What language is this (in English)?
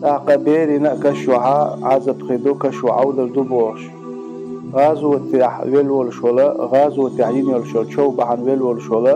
Chechen